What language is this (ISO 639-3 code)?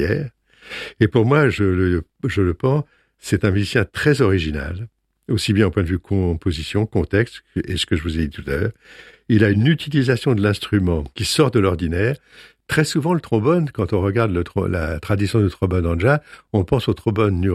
fra